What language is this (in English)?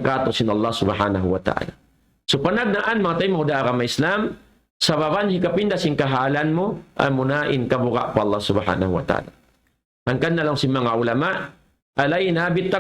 Tausug